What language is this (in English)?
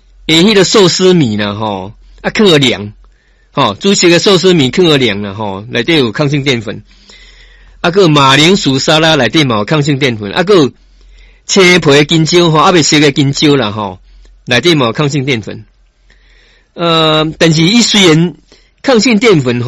Min Nan Chinese